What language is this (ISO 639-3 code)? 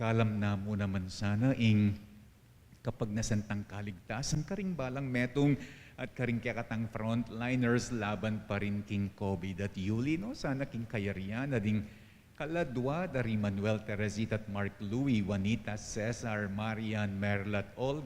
pam